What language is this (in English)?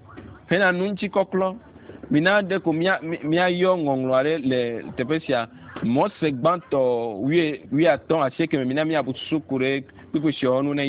Ewe